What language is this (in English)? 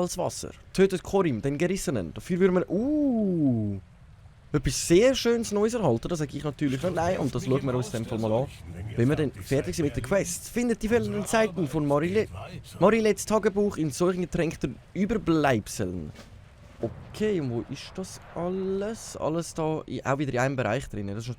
Swiss German